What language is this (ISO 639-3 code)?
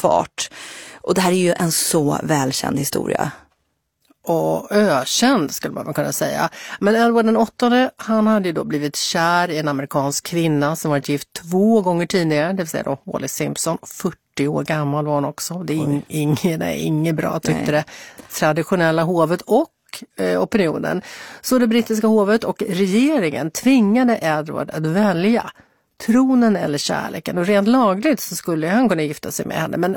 swe